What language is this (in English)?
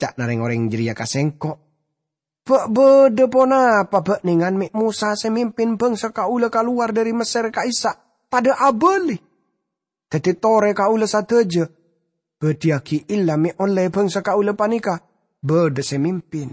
Madurese